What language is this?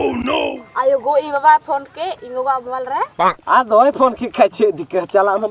Santali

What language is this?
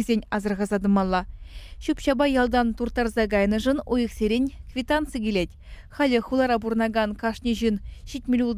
Chuvash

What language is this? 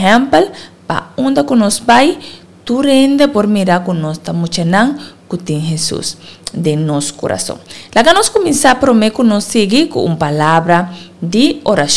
Papiamento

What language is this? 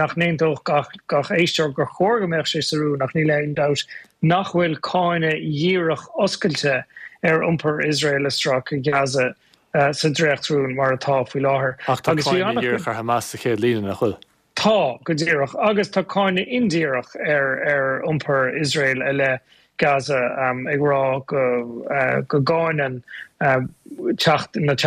Irish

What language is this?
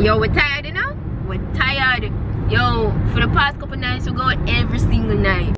Jamaican Creole English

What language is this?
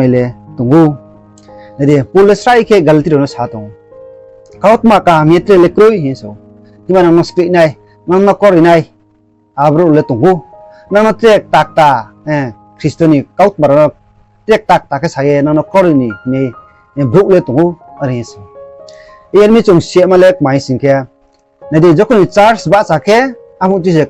Riang (India)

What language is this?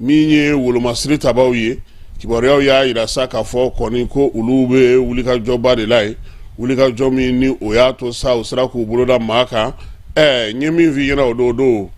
Bambara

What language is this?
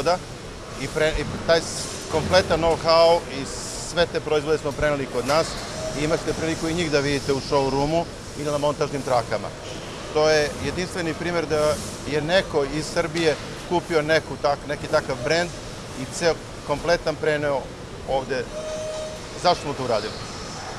Serbian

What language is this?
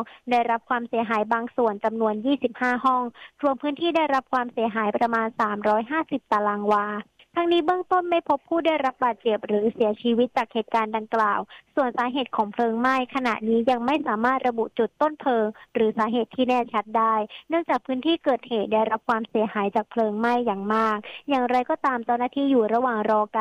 Thai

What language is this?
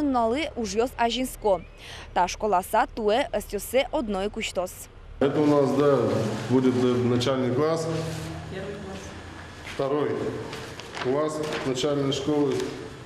Udmurt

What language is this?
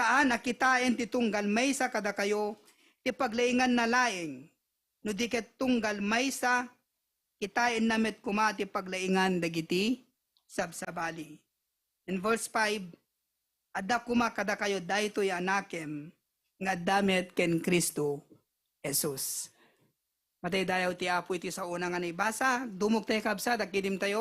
Iloko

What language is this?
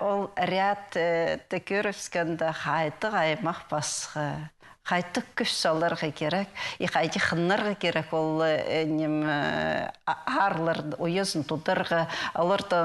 Khakas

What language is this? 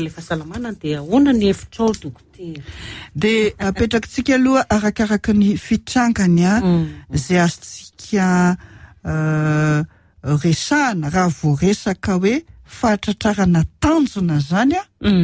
Malagasy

